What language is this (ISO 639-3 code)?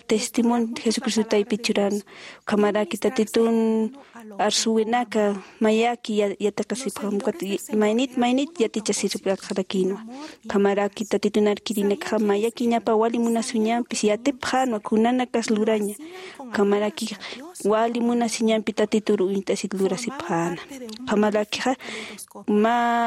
aym